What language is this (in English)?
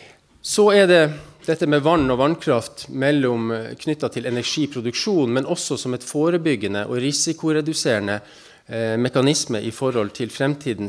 Norwegian